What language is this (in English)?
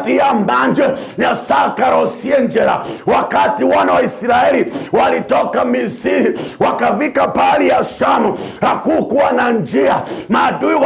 Gusii